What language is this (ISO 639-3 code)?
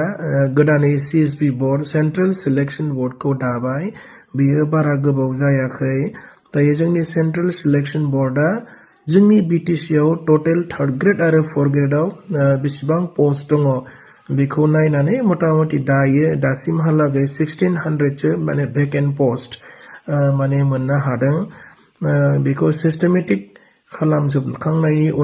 brx